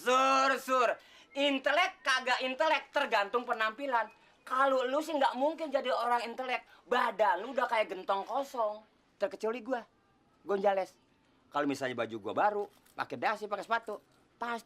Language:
Betawi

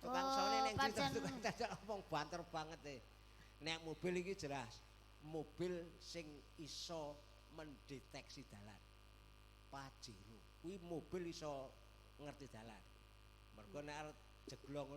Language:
Javanese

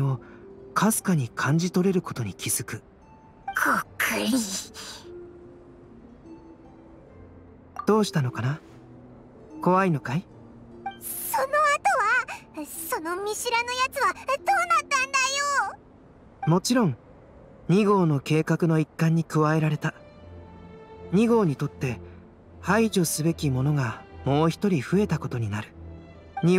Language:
Japanese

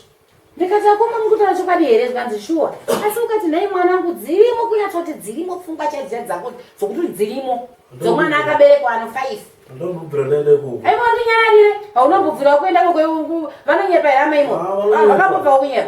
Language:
Shona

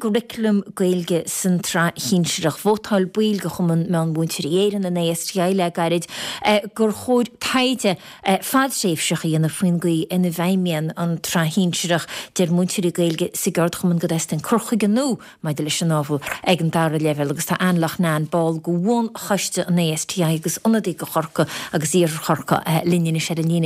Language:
Irish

